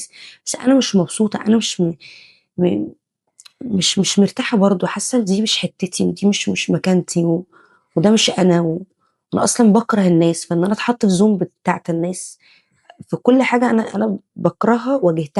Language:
Egyptian Arabic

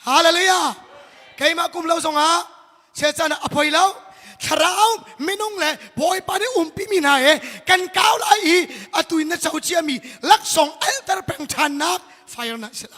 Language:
Hakha Chin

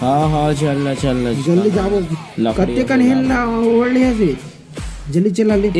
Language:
Chhattisgarhi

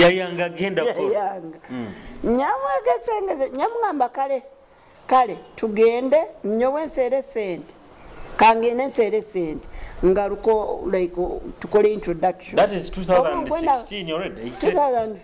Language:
Nyoro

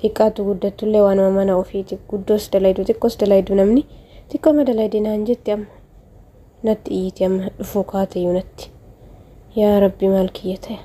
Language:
Oromo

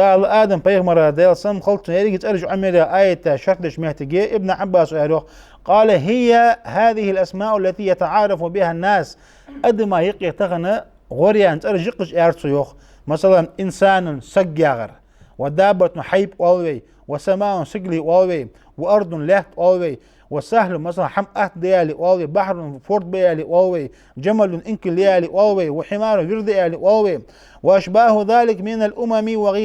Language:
Ingush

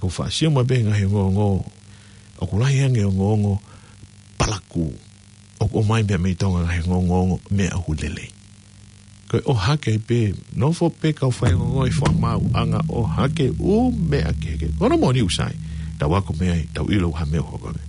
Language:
Tongan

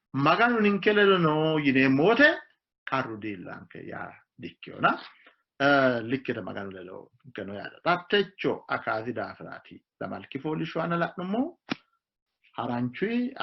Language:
Sidamo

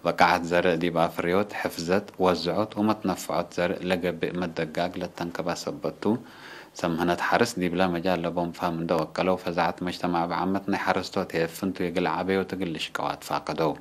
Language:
Tigre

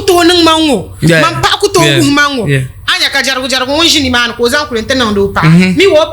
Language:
Dagbani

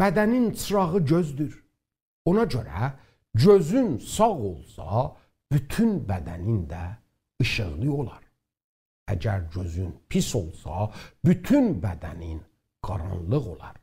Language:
South Azerbaijani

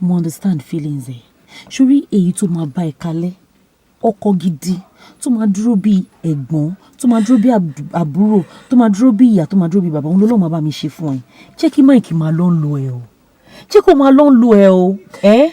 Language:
Yoruba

